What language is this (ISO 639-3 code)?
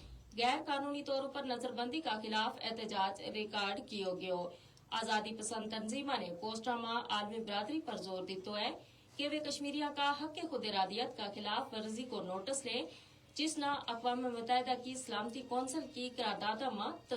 gju